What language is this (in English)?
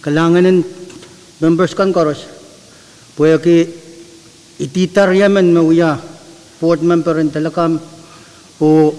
Pohnpeian